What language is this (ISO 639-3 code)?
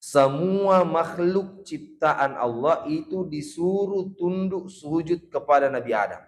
bug